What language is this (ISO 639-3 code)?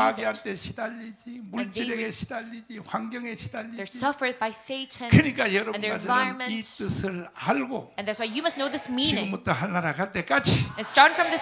kor